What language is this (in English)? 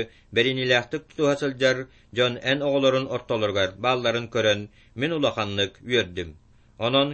Yakut